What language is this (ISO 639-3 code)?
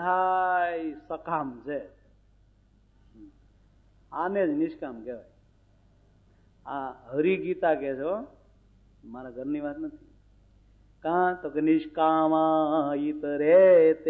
guj